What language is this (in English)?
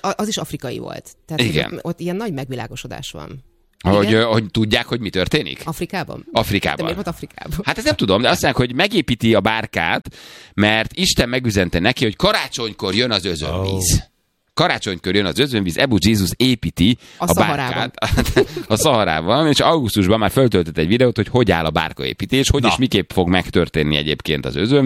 Hungarian